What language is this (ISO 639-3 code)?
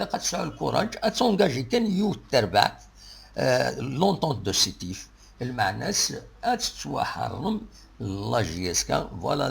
kab